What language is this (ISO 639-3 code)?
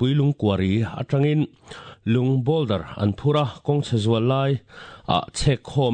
lus